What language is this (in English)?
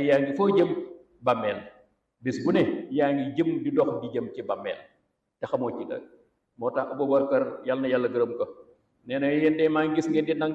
Wolof